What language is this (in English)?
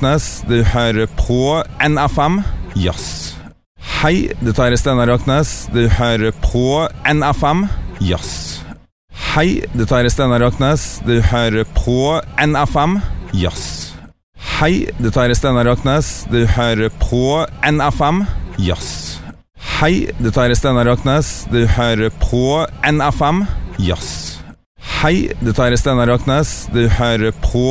Norwegian